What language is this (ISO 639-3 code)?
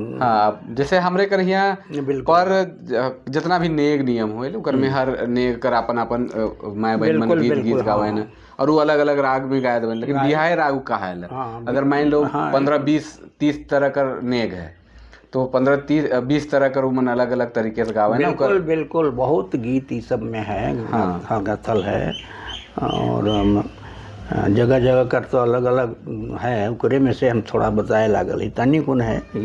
sck